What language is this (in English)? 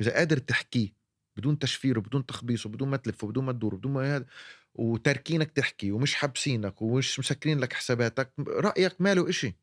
North Levantine Arabic